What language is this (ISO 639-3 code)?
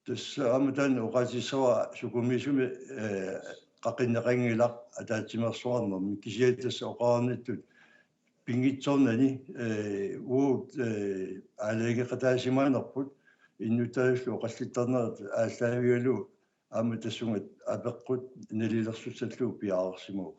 kal